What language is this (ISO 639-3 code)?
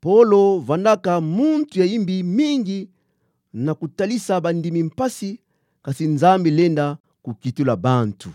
ktu